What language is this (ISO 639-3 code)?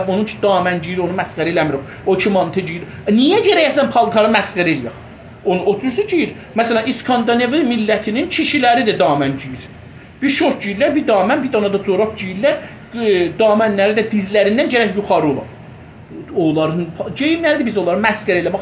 azb